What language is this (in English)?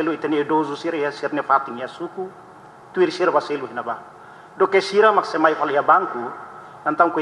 Tetum